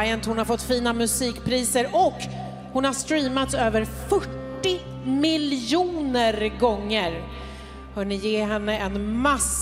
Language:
Swedish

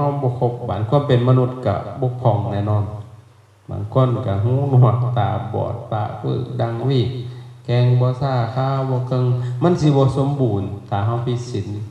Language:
Lao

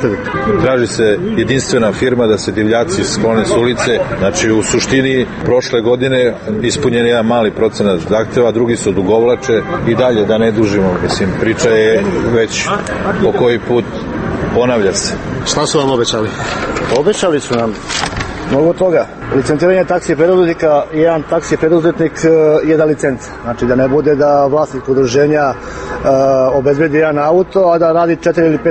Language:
Serbian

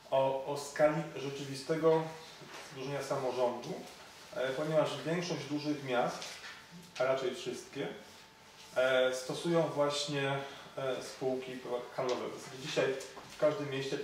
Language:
Polish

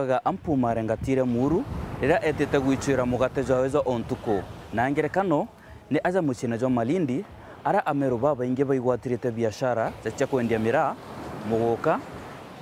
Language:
Meru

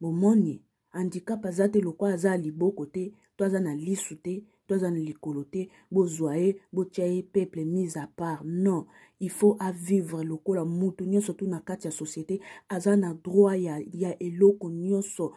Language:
Lingala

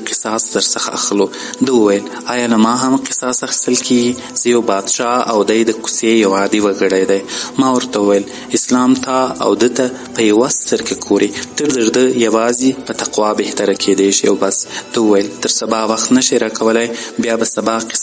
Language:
Pashto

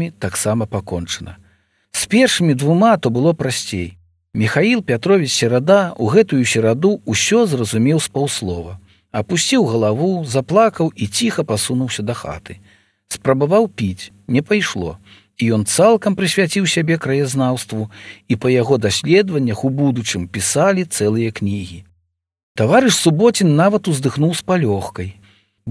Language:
Belarusian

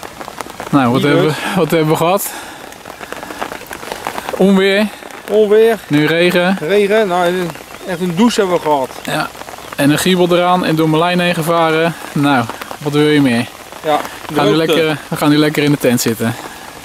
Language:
Dutch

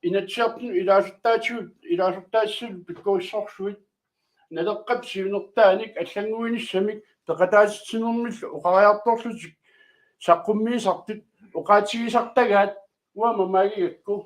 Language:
Kalaallisut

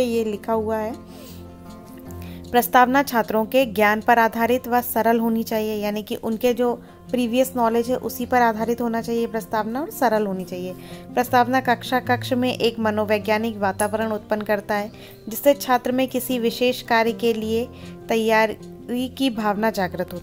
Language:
Hindi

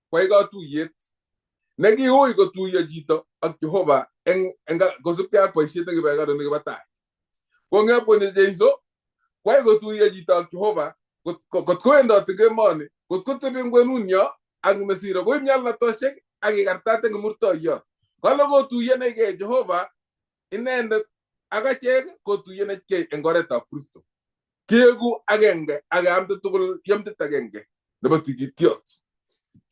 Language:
Kalenjin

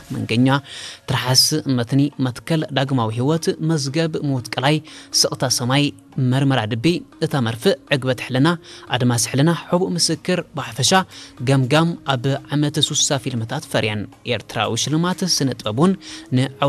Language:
Tigrinya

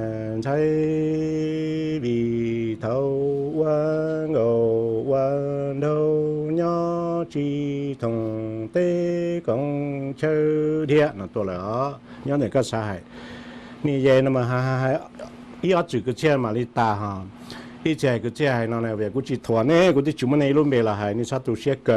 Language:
Hmong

